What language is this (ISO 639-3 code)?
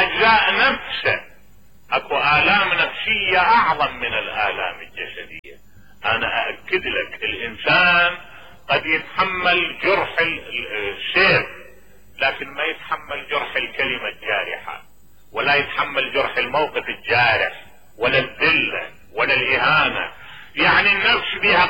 acm